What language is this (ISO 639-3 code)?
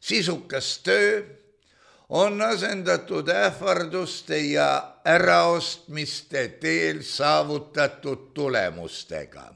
est